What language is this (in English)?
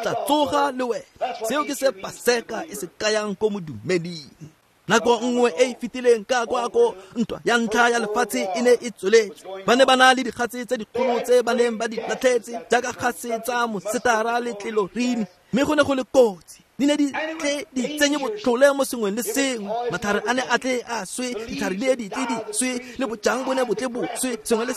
Tswana